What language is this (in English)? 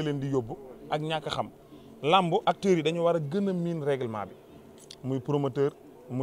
Wolof